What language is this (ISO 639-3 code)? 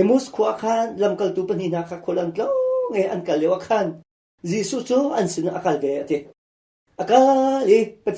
cnh